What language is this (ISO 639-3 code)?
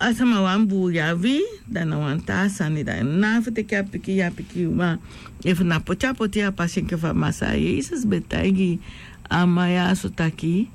srn